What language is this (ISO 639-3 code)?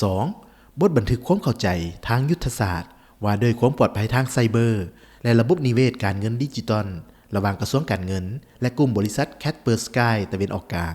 lao